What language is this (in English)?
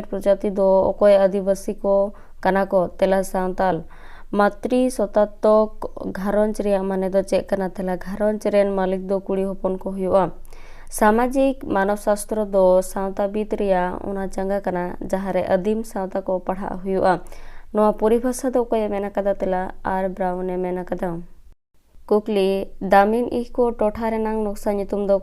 Santali